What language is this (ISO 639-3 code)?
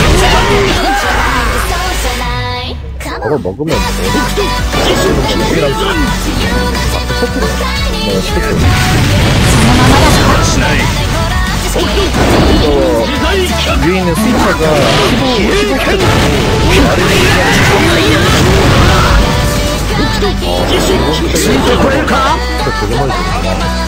jpn